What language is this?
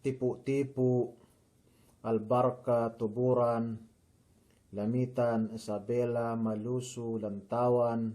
Yakan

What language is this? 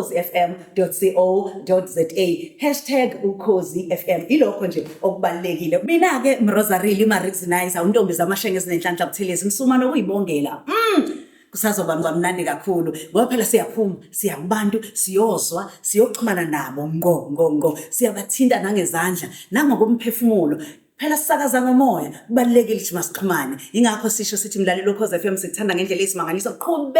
Zulu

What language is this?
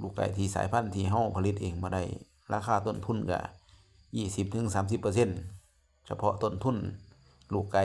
Northeastern Thai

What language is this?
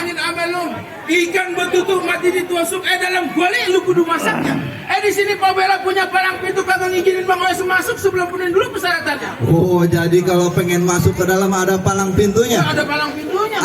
Betawi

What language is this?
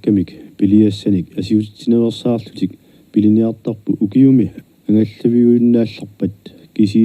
Kalaallisut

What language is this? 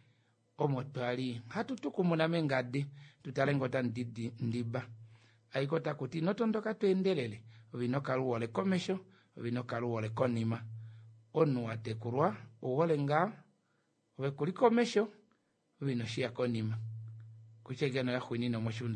Kuanyama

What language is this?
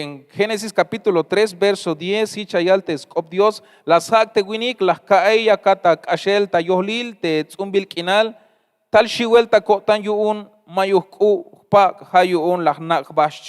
Tzeltal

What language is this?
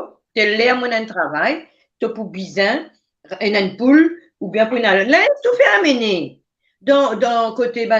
Morisyen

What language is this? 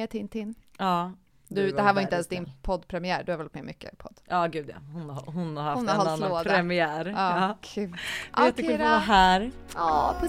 Swedish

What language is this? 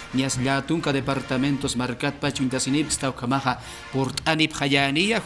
Aymara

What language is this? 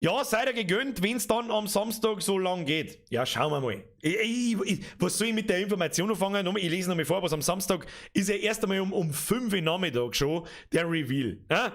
Bavarian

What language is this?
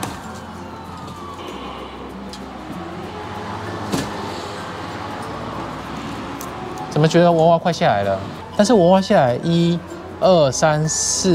Chinese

